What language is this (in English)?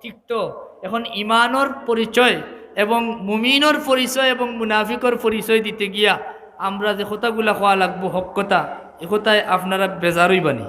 Sylheti